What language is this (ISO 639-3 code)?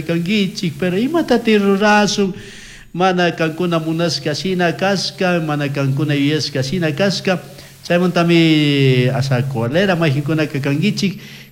qug